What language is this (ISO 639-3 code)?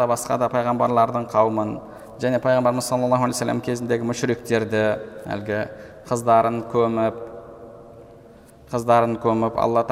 kaz